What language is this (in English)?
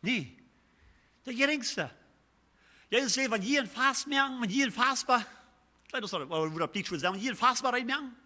Plautdietsch